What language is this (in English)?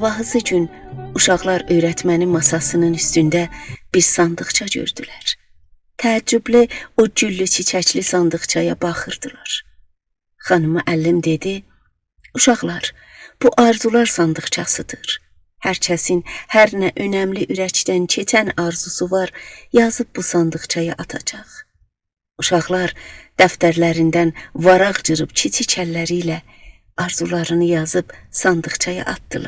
South Azerbaijani